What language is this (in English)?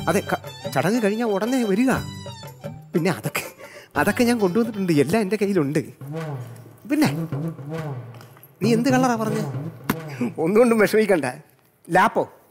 Malayalam